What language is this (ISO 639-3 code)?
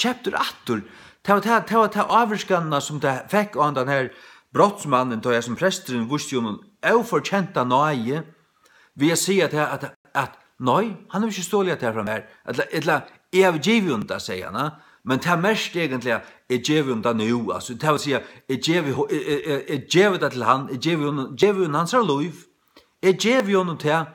fao